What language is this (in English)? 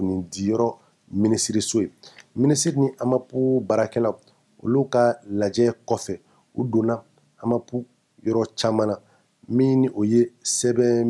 Bambara